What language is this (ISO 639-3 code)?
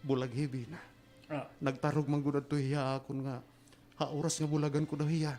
war